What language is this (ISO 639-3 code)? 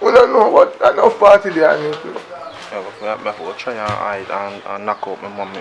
jam